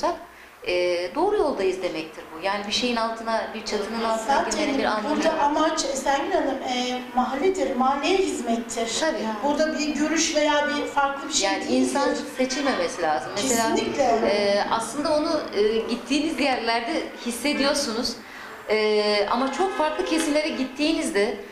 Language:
Turkish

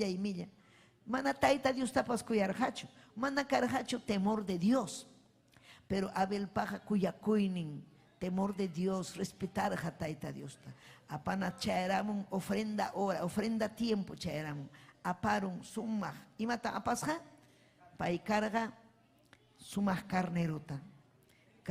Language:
Ayacucho Quechua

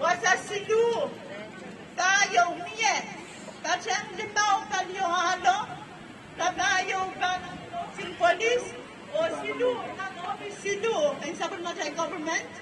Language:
Pohnpeian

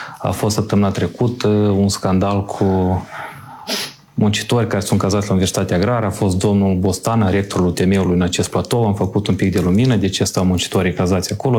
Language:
Romanian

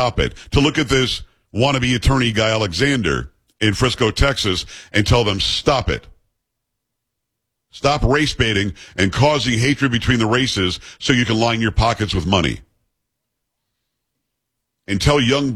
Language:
English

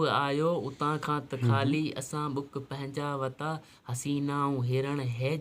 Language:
Sindhi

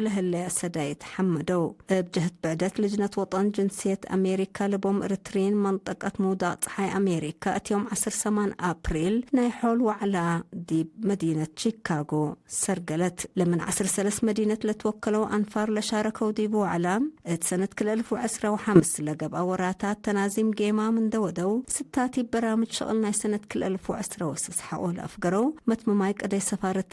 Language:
Tigre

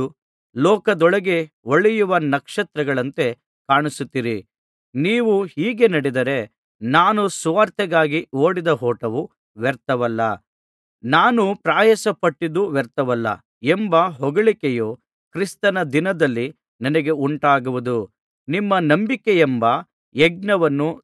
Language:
Kannada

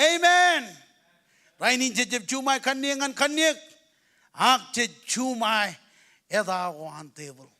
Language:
Marshallese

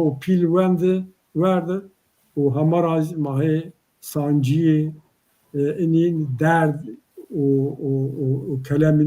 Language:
Zaza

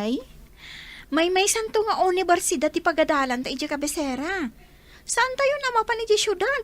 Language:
Iloko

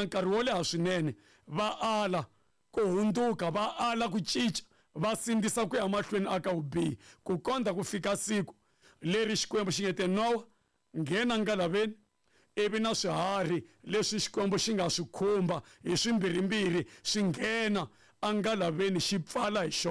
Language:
Tsonga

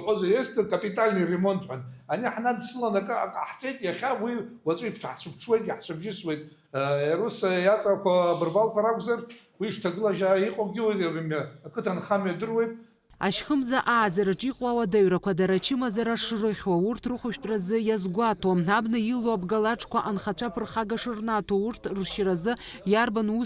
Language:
Abkhazian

